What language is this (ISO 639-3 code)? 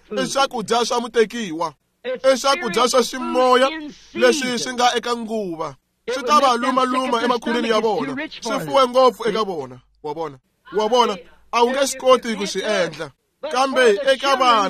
tso